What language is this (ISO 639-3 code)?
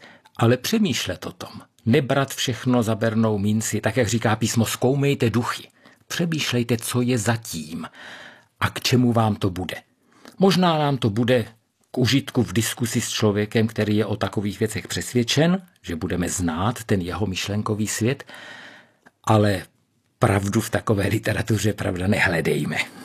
ces